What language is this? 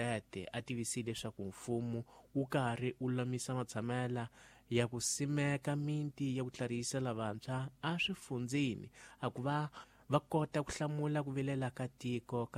Tsonga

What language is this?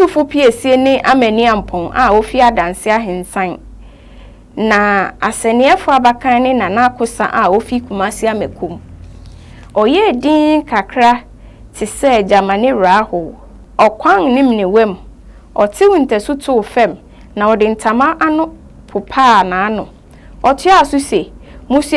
Akan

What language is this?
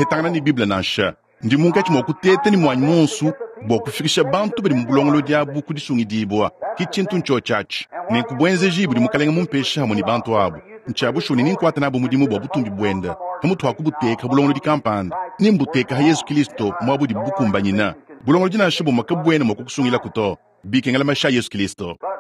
Luba-Lulua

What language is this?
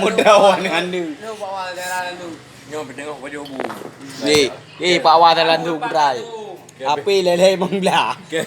Achinese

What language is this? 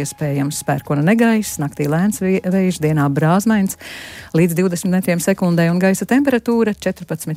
Latvian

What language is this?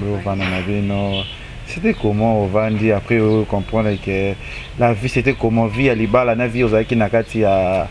Lingala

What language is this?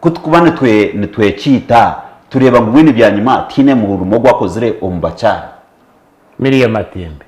Nyankole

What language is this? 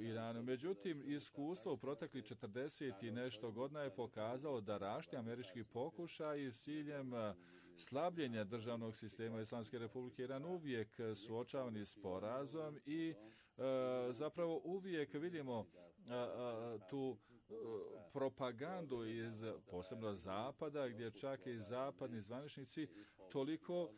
Bosnian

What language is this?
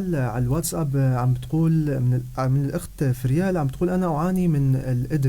North Levantine Arabic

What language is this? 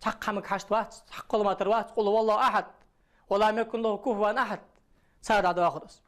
Ingush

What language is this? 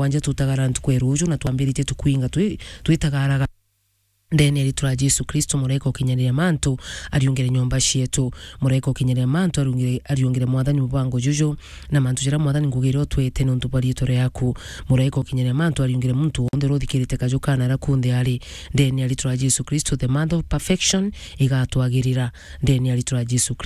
Meru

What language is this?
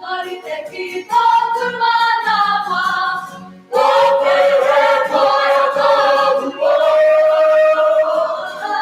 Māori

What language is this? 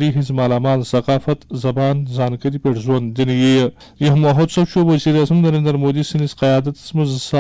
Kashmiri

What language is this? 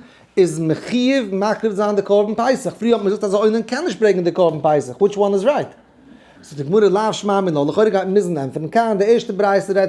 Yiddish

